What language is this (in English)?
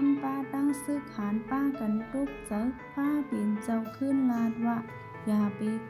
Shan